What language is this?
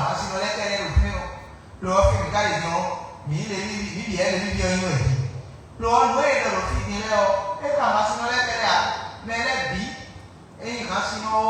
Fon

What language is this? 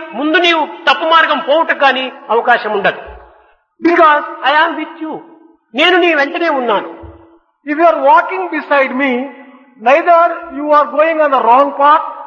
Telugu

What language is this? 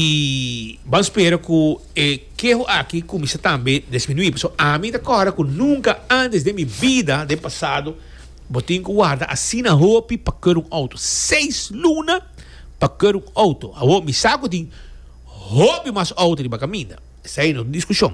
Papiamento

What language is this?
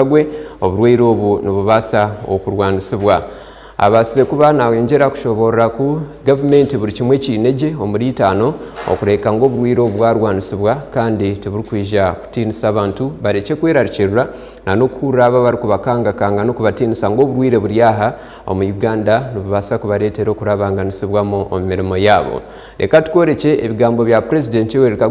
Nyankole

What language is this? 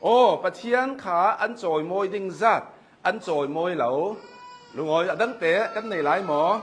Hakha Chin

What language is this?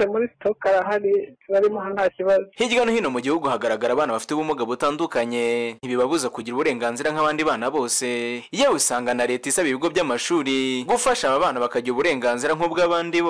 Kinyarwanda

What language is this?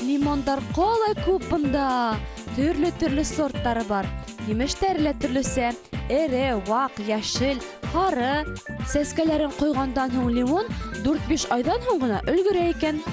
Bashkir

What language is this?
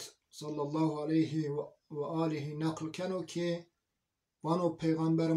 Zaza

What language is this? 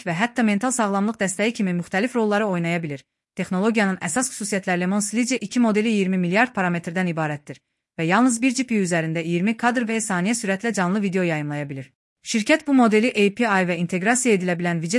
Azerbaijani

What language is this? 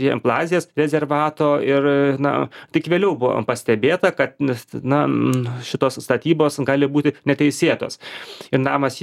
Lithuanian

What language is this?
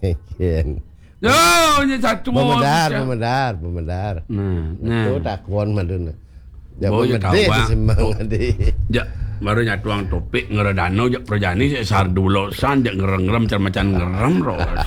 Balinese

